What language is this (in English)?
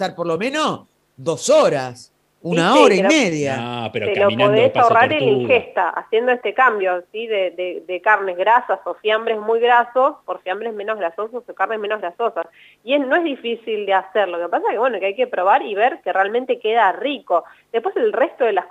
Spanish